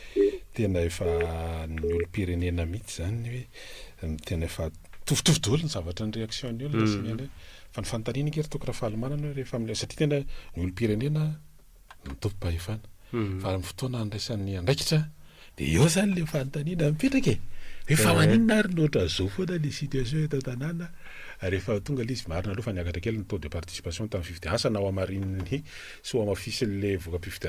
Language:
Malagasy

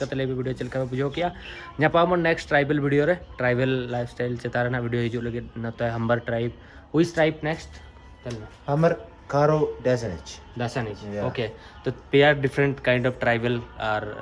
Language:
Santali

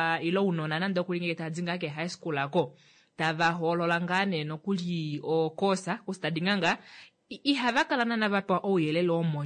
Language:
Kuanyama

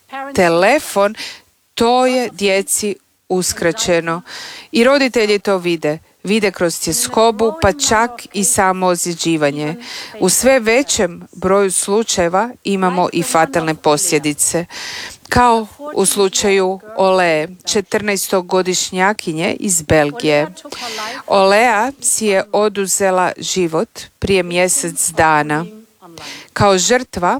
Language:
Croatian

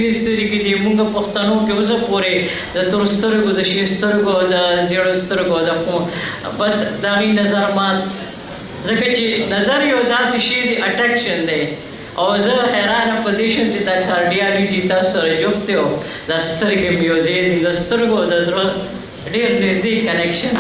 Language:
Pashto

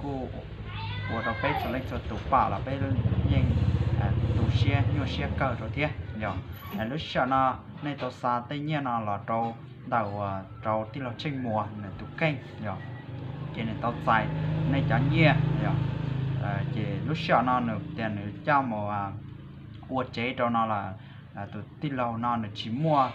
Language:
Hmong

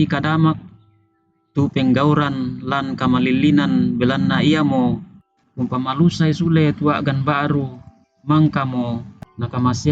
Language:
Toraja-Sa'dan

